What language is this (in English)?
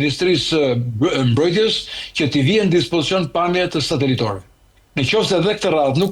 Albanian